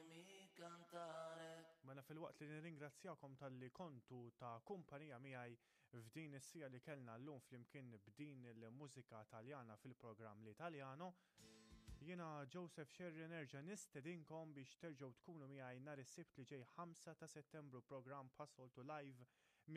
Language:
Maltese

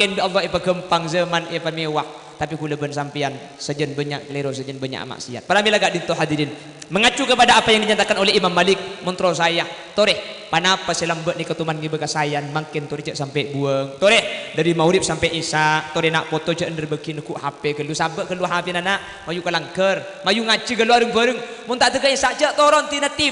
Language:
Madurese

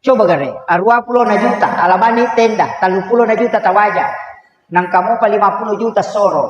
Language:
Buginese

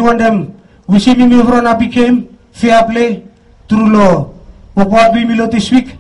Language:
Bislama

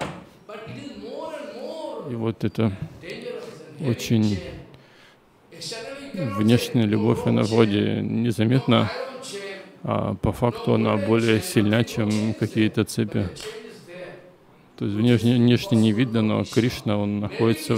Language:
Russian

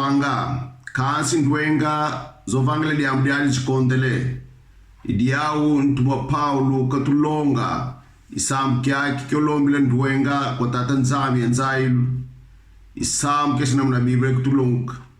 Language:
Kongo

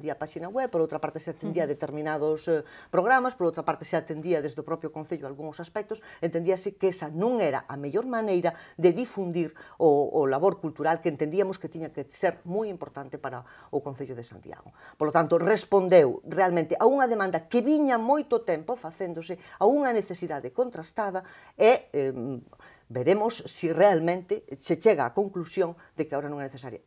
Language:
Galician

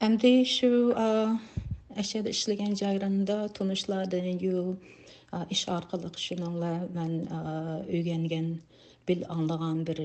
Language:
Uyghur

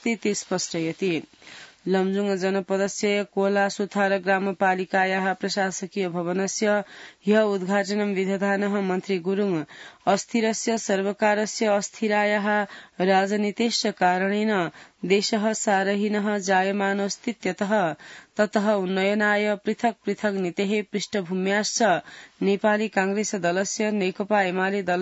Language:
Sanskrit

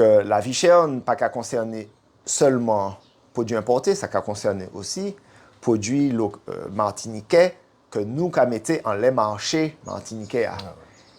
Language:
Guadeloupean Creole French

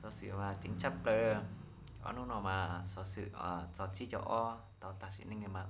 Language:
Hmong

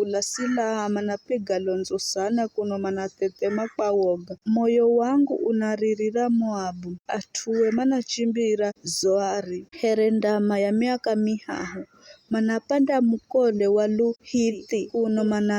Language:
Giryama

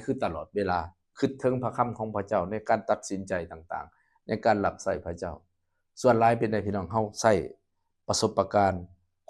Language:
Lao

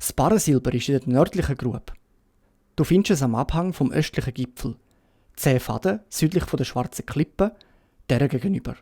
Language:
Swiss German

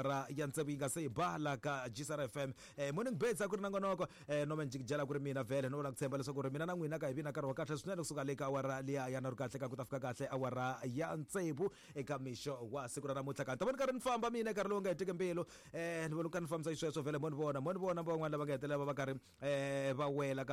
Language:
Tsonga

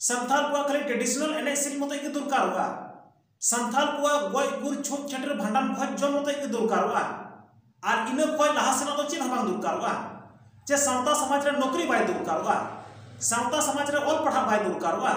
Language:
Santali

